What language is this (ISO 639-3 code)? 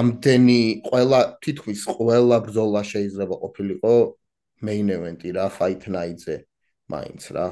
kat